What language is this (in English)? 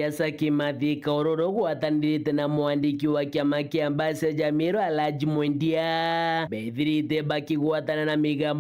Meru